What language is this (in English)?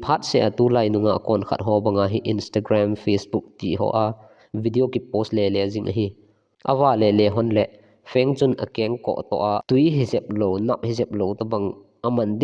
Thado Chin